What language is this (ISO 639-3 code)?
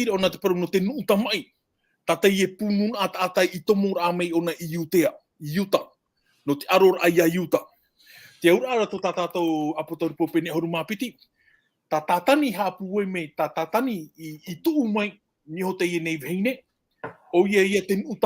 tah